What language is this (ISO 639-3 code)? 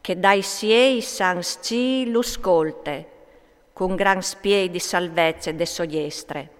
fur